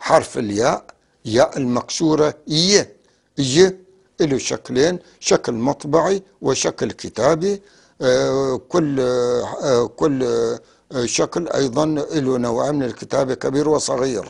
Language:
North Levantine Arabic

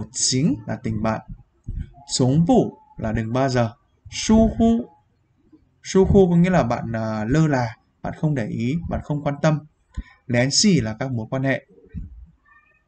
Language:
Vietnamese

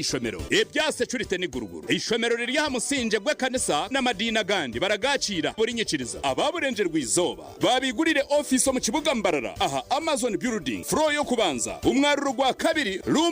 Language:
Nyankole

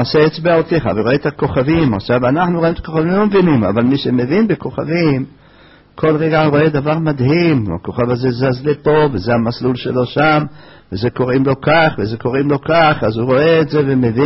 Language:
Hebrew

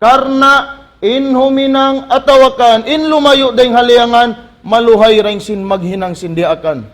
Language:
Tausug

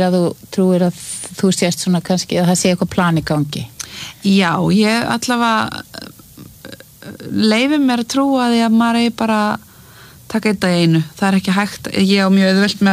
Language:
Icelandic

